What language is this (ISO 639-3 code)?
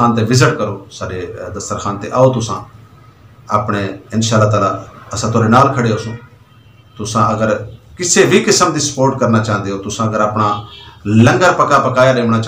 skr